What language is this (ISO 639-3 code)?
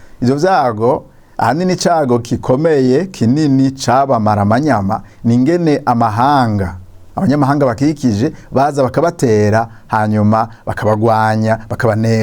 run